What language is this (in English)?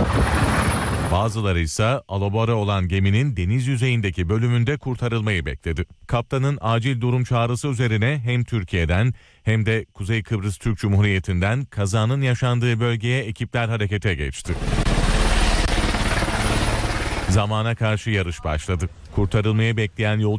Turkish